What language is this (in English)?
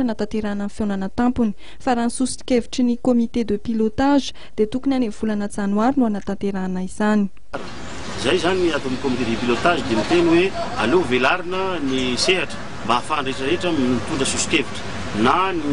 Malagasy